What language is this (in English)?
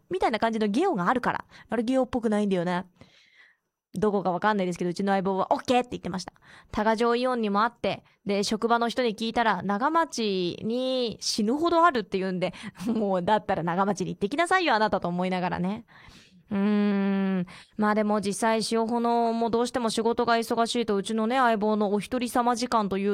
Japanese